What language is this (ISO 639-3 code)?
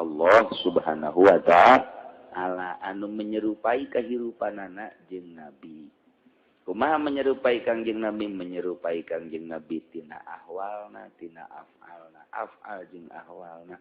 sun